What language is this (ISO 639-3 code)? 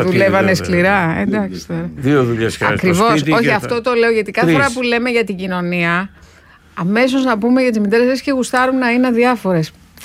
ell